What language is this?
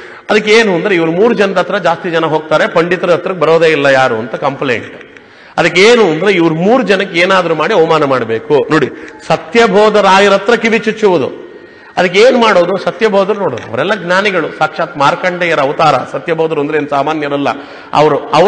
Kannada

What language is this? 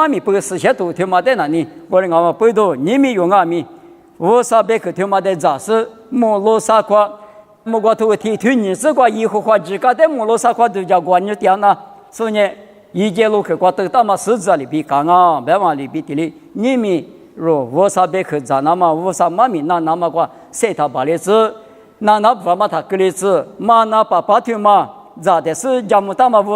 Lisu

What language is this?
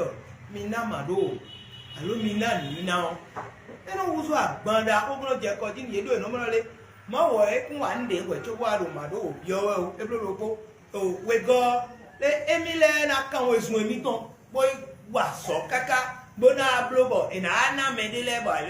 Fon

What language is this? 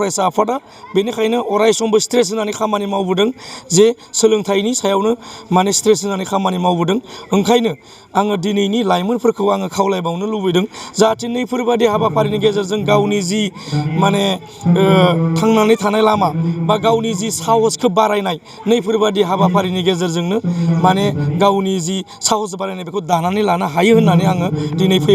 Bodo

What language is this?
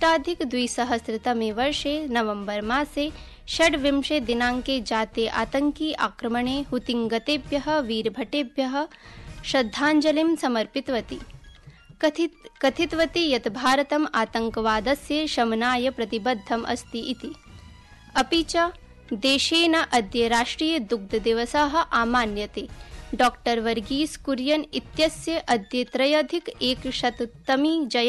Sanskrit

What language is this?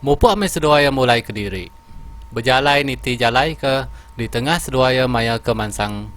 Iban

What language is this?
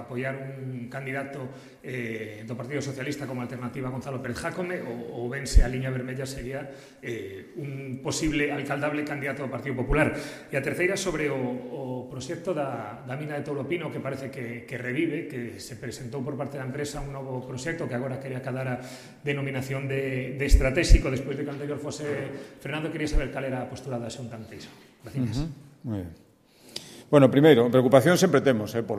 Galician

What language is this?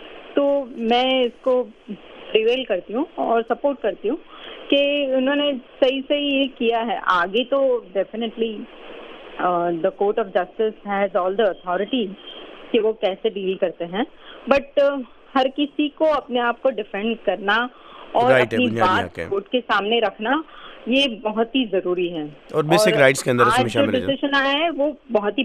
Urdu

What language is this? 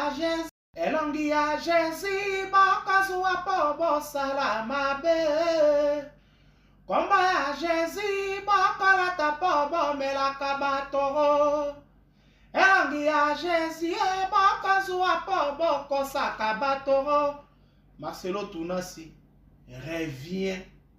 Lingala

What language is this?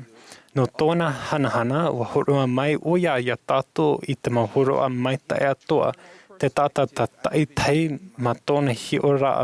Tahitian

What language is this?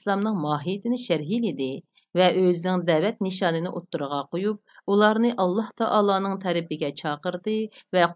Uyghur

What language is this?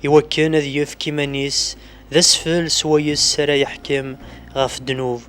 Kabyle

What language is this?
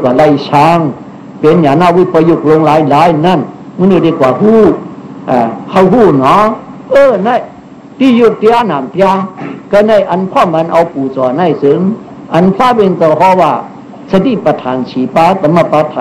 Shan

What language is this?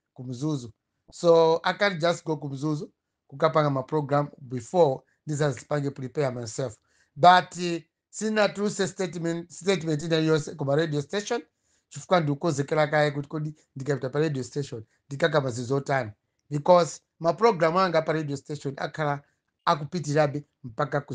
Nyanja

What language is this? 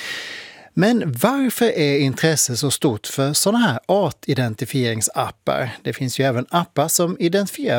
Swedish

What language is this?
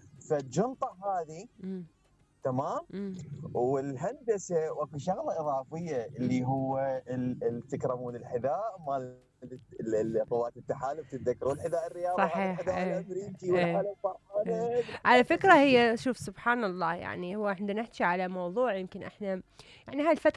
Mesopotamian Arabic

